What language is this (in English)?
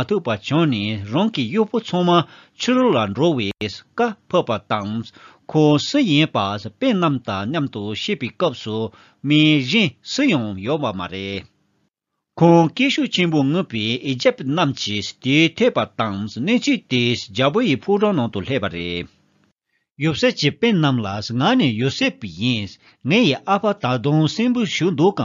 Tibetan